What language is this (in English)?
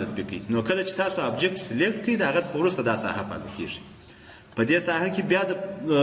Pashto